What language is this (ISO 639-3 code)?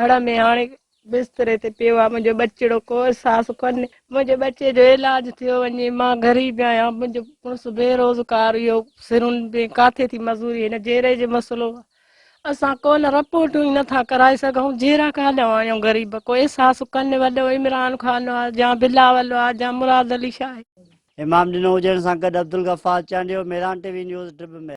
snd